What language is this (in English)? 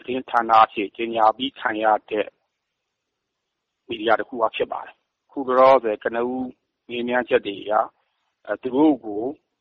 Burmese